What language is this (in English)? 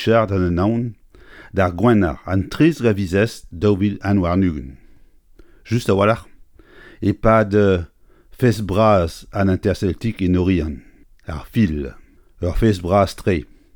Breton